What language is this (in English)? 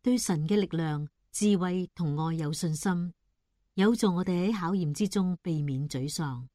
Cantonese